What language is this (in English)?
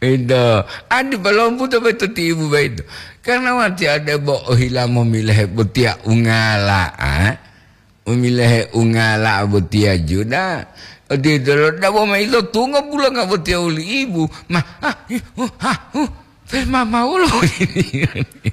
Gorontalo